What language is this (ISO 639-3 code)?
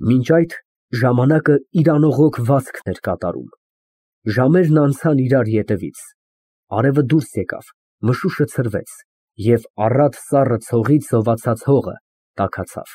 hye